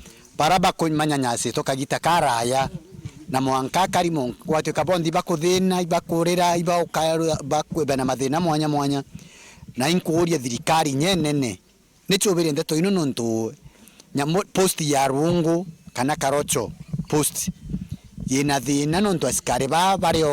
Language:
Meru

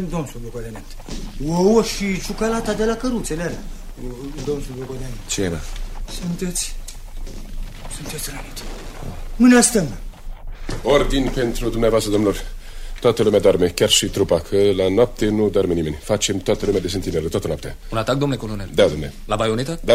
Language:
Romanian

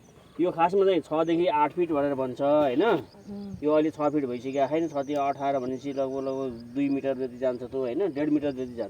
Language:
Nepali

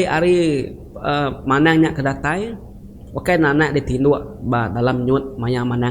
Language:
Iban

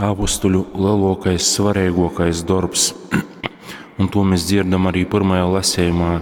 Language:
Latgalian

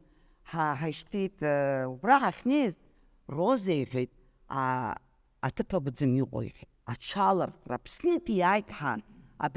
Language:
Abkhazian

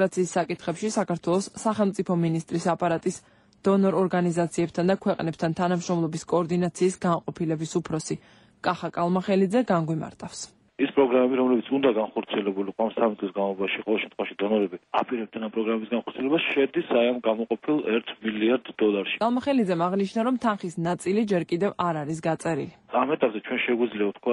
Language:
Georgian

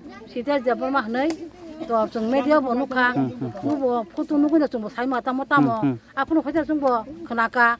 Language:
Kok Borok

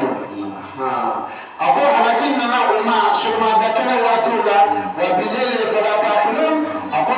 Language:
Bambara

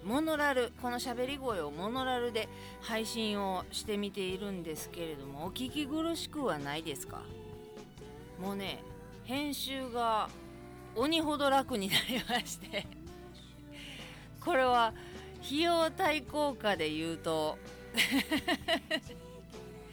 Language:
Japanese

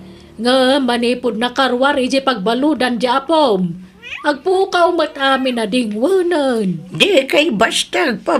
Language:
Iloko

